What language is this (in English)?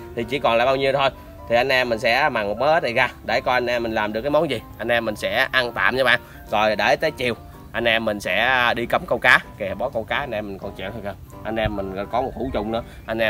Vietnamese